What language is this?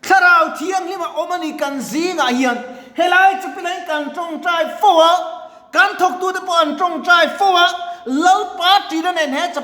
Mizo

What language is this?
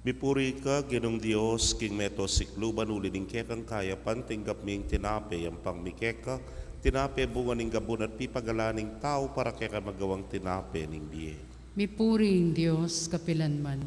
Pampanga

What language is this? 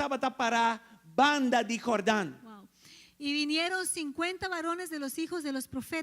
Papiamento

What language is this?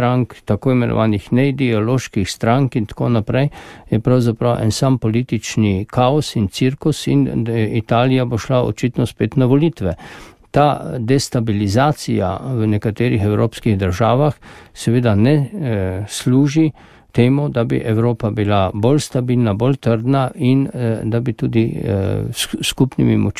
Slovenian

